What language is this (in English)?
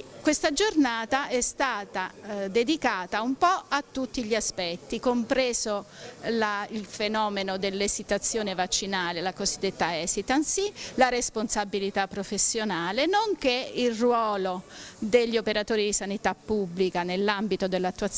Italian